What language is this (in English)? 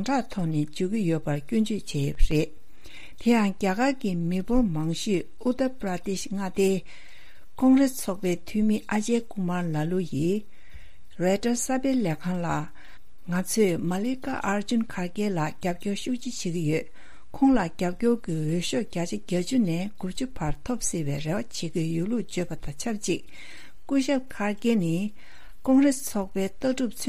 Tibetan